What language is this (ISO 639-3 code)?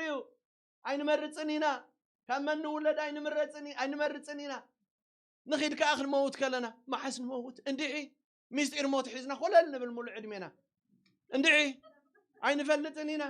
tir